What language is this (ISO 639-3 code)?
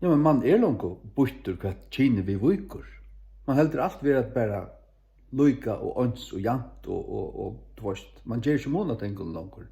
fao